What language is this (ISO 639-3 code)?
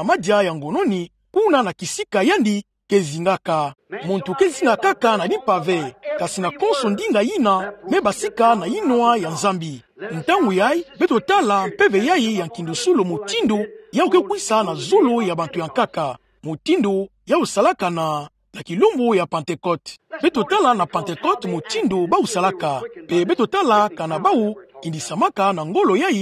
ktu